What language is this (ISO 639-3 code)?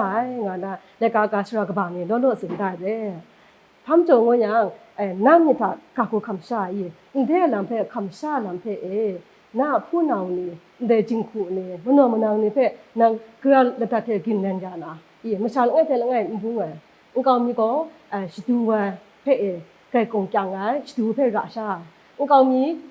kac